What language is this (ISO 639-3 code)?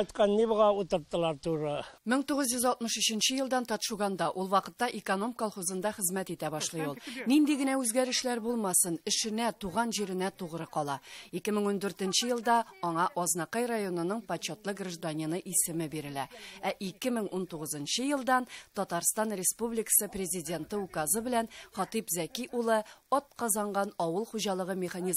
tat